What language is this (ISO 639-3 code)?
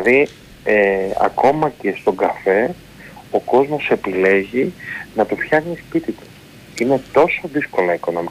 ell